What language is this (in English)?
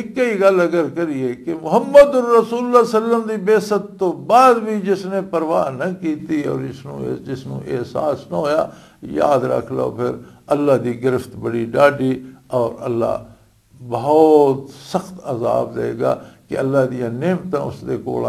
Western Panjabi